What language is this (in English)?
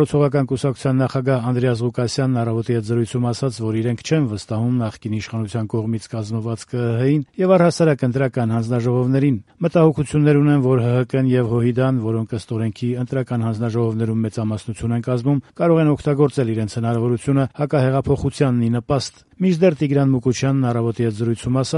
Armenian